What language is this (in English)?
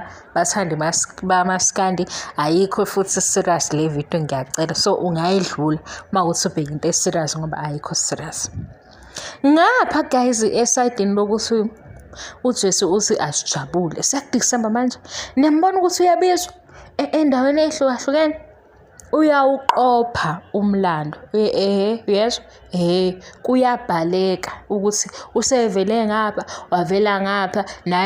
Zulu